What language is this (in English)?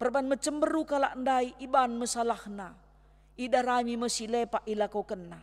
Batak Karo